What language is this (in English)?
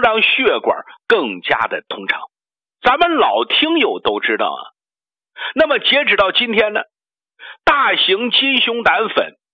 Chinese